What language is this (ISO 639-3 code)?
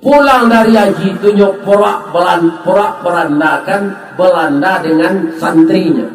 min